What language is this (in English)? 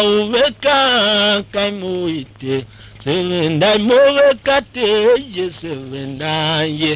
Tiv